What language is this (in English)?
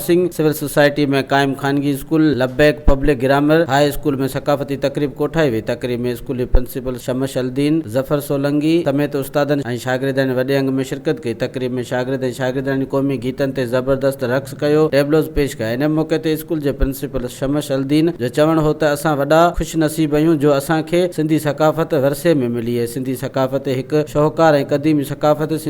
Sindhi